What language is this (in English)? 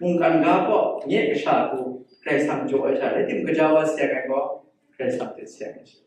Kachin